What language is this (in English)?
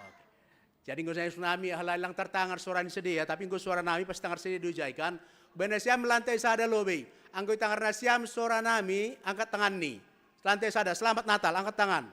Batak Simalungun